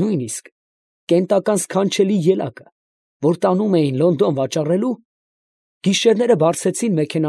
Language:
Armenian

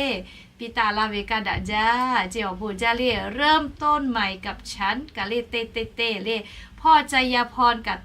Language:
Lahu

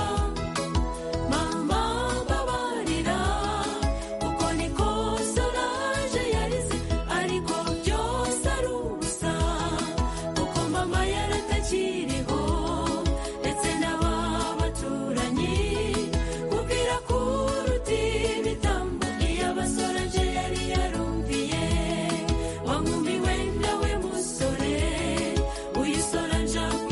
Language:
Kinyarwanda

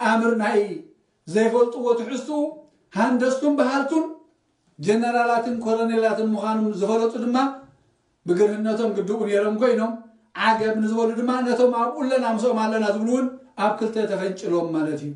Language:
Tigrinya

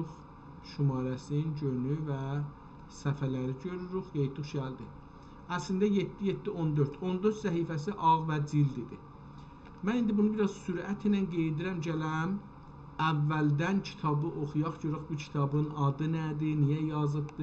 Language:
South Azerbaijani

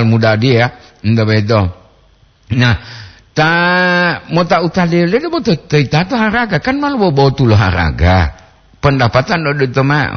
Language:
Gorontalo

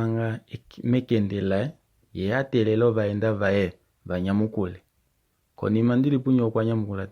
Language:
Kuanyama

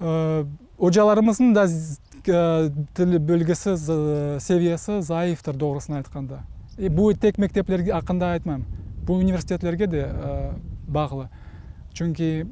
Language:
Crimean Tatar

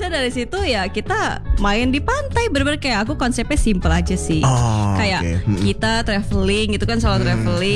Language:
Indonesian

